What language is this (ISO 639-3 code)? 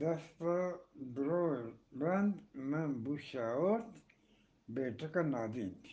bgp